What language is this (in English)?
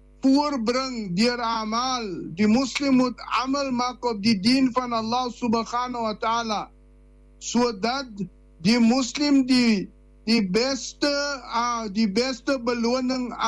Afrikaans